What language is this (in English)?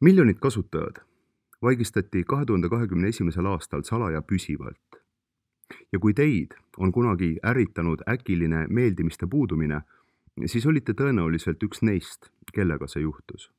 Estonian